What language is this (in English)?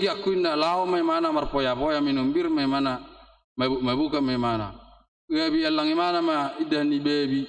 Batak Toba